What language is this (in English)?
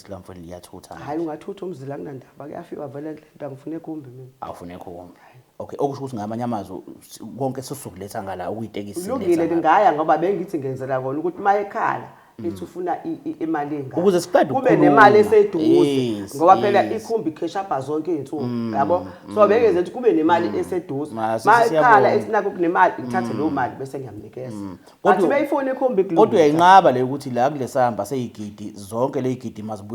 Zulu